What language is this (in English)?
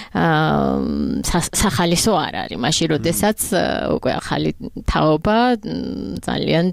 Georgian